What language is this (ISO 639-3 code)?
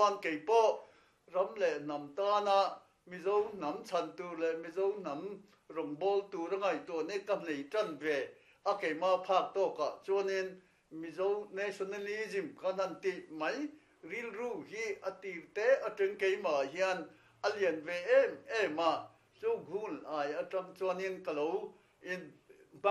lus